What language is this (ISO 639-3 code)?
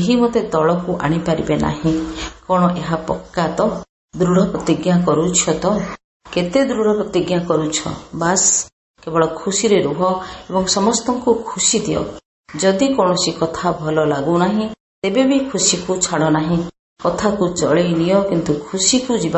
ori